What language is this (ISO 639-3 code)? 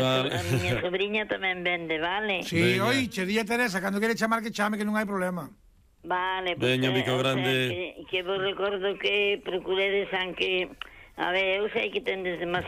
glg